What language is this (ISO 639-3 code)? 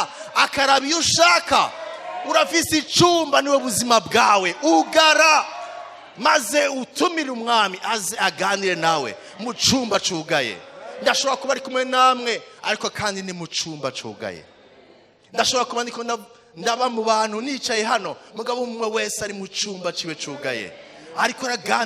run